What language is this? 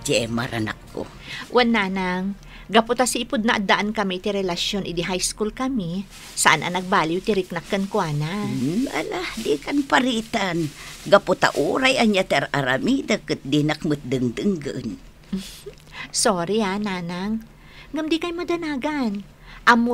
Iloko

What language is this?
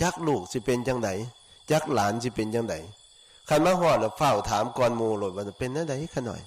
Northeastern Thai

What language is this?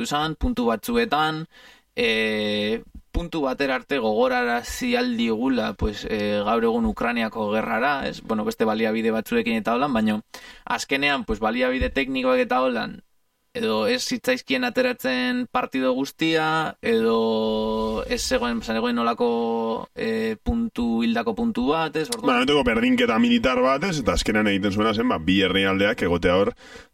Basque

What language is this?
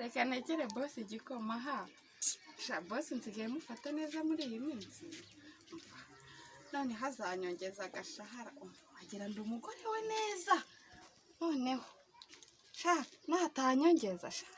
Kinyarwanda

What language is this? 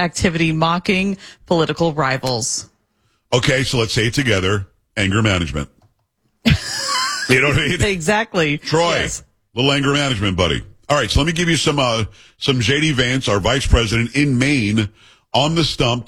English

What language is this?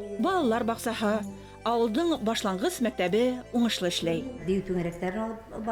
Bashkir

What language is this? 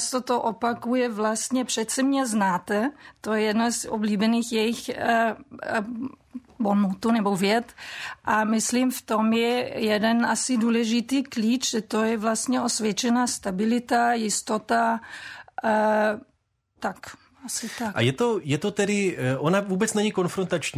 Czech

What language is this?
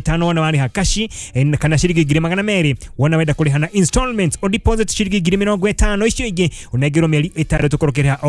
Kikuyu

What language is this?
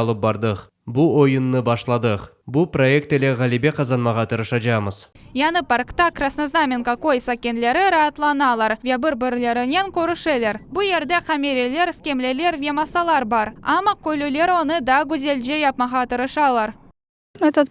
Crimean Tatar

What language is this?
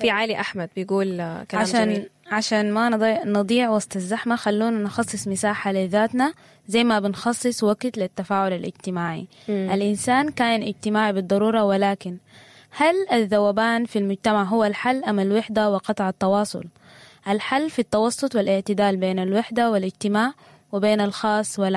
Sudanese Arabic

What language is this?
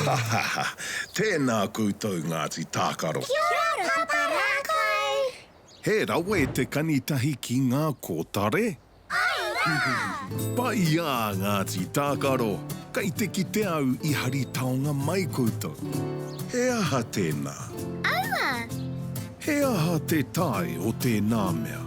Māori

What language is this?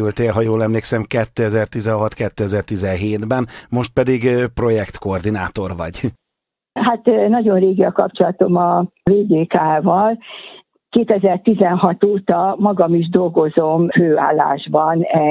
Hungarian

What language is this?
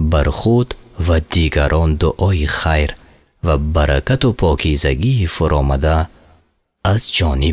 Tajik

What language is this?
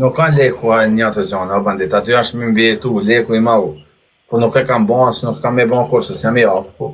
Albanian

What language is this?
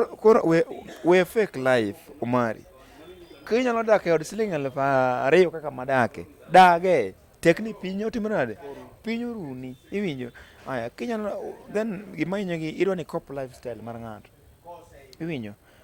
Luo (Kenya and Tanzania)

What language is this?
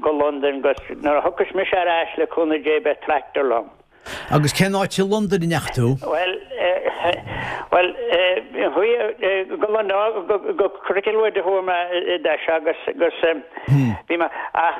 Irish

